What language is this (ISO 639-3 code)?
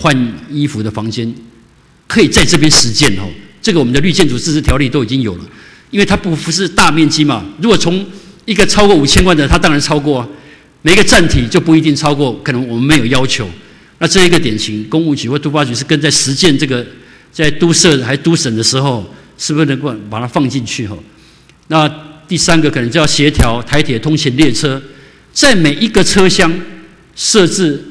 zho